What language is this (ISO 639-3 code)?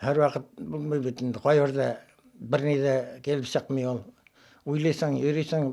bak